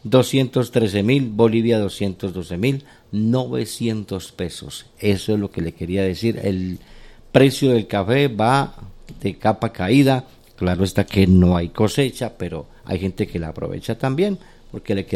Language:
Spanish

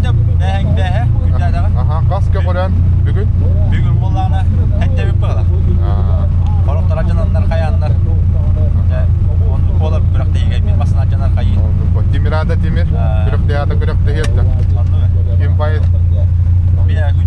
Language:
Yakut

